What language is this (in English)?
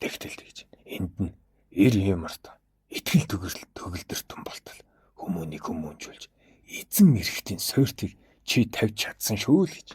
Mongolian